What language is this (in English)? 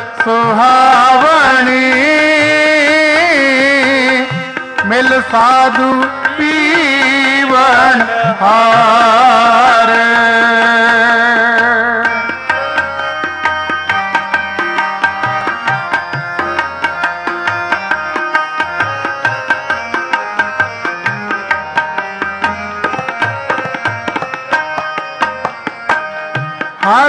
Punjabi